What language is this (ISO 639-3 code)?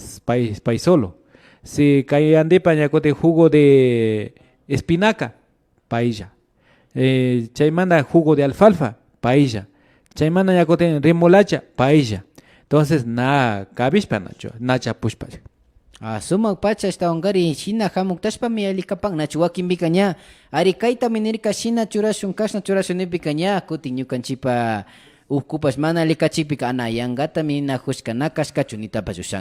qvi